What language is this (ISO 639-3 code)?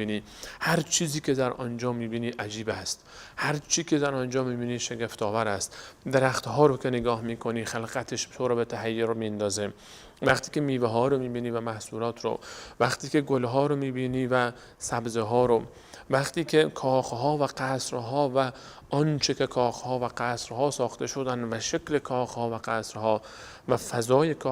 fas